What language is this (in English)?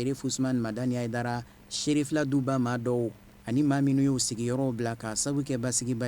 Bambara